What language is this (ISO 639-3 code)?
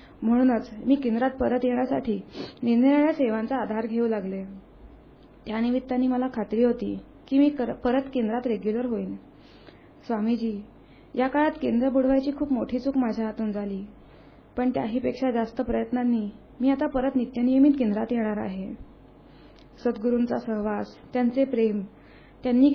mar